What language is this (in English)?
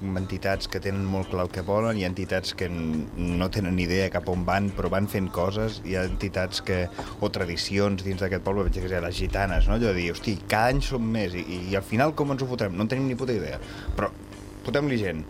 Catalan